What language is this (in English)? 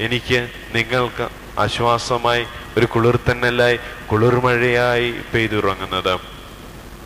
Malayalam